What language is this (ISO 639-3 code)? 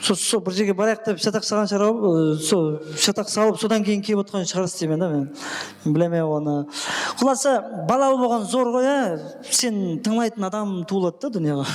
kaa